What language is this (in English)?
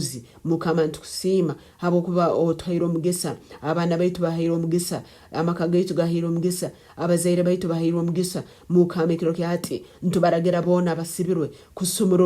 Nyankole